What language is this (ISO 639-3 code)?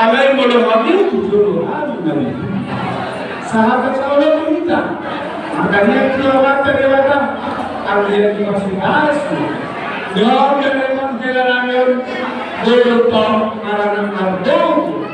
bbc